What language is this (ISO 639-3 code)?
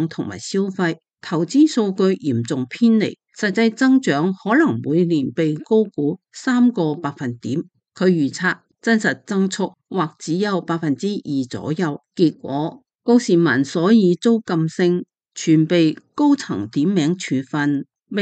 yue